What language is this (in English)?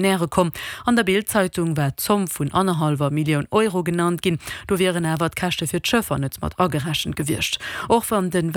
Luxembourgish